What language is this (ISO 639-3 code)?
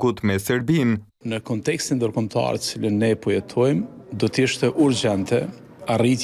sqi